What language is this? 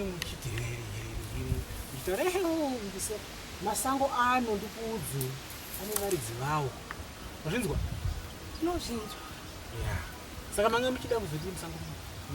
Shona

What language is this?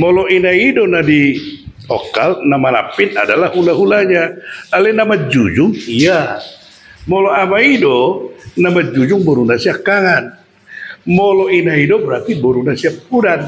Batak Toba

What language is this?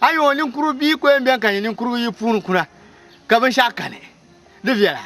Dagbani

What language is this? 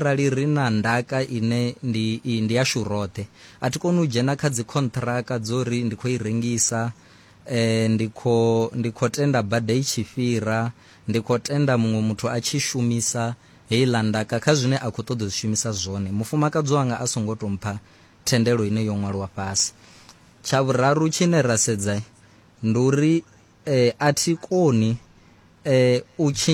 Venda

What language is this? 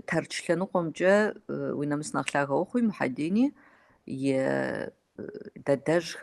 Kabardian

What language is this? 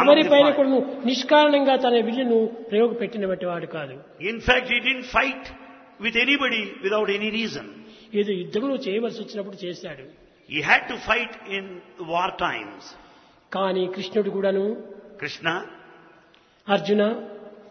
Telugu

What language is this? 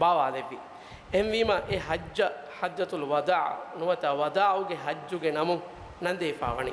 Divehi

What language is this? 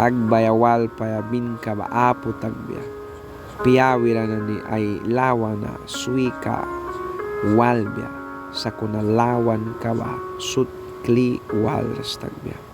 Mískito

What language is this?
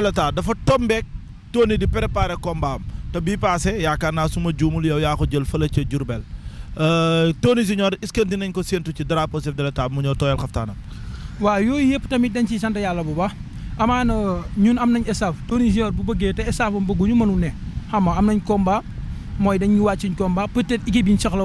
Wolof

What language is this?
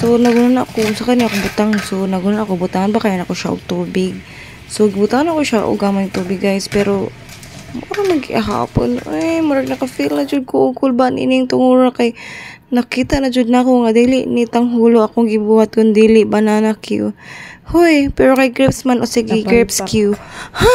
Cebuano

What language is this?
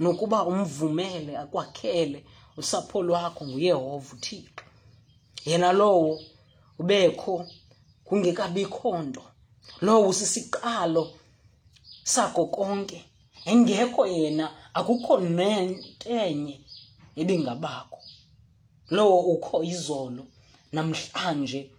Xhosa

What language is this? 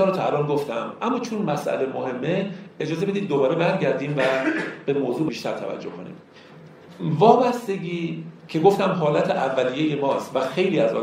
Persian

